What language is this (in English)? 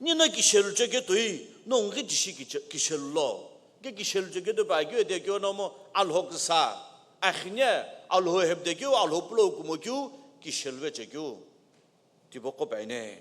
Sumi Naga